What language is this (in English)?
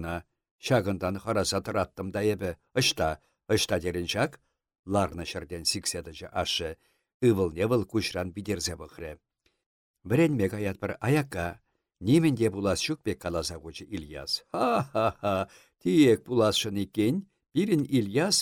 Chuvash